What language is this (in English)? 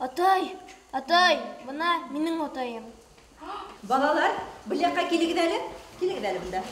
Bashkir